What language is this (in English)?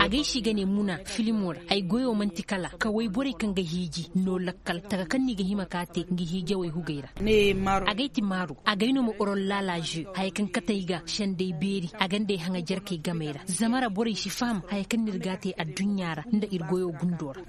Koyraboro Senni